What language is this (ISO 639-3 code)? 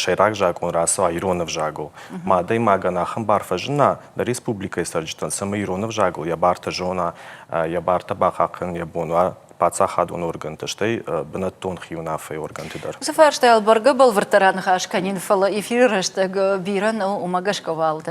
oss